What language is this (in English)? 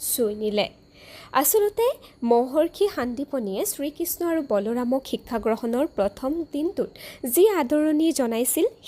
Assamese